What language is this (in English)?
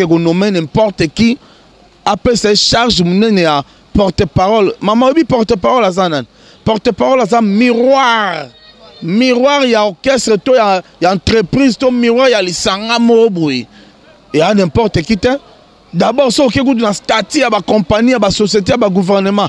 Lingala